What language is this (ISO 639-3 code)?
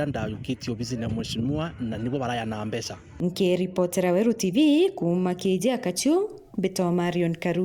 mer